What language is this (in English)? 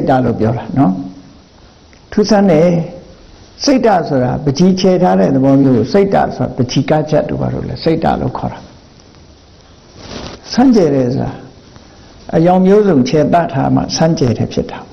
Burmese